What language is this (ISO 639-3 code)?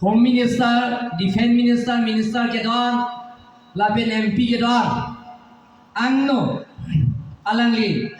mjw